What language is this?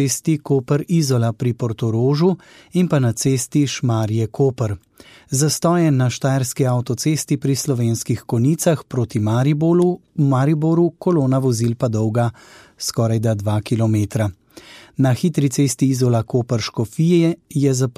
Slovenian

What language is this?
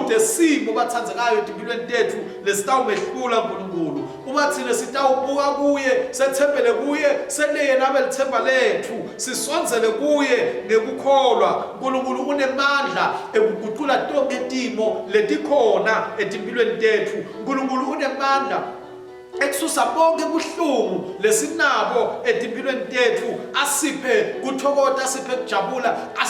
Swati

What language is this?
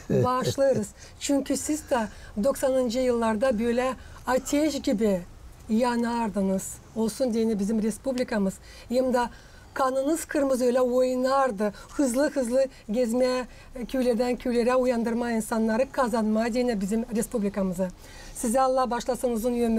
Gagauz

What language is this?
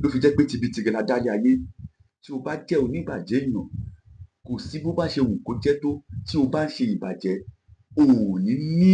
Yoruba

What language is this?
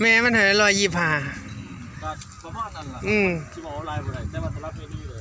Northeastern Thai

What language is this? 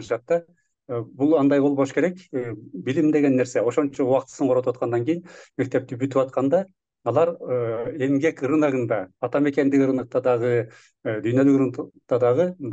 Kyrgyz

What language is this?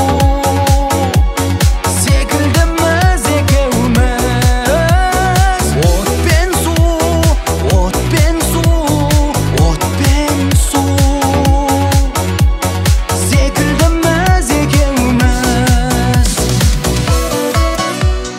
Kazakh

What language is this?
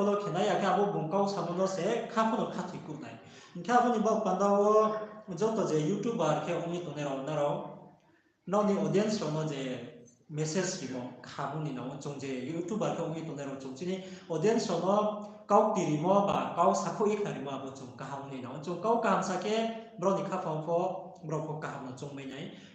Riang (India)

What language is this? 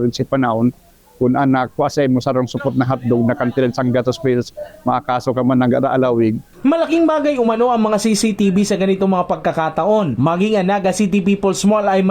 Bikol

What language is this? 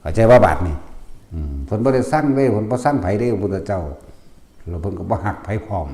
Northeastern Thai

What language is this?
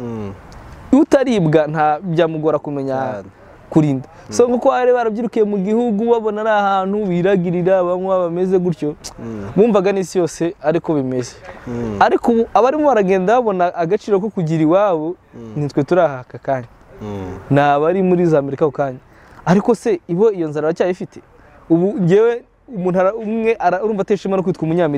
Kinyarwanda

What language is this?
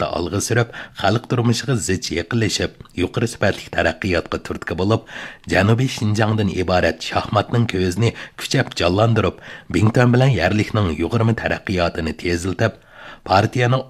Uyghur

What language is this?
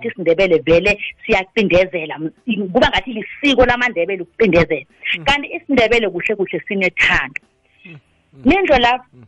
South Ndebele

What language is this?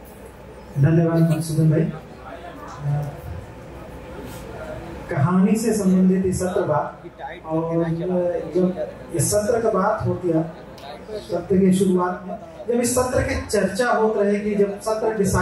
Bhojpuri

